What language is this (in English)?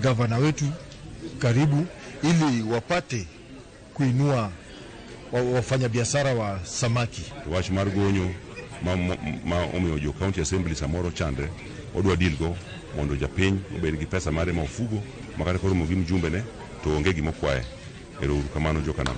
Luo (Kenya and Tanzania)